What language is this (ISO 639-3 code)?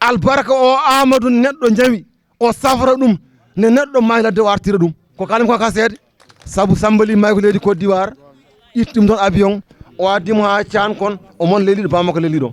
ful